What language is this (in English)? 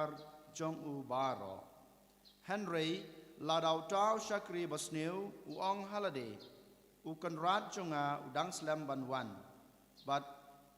Khasi